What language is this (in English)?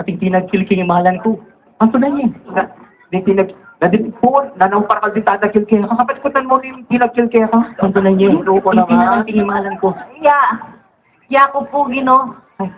Pampanga